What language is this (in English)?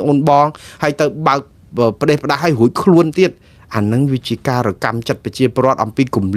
Khmer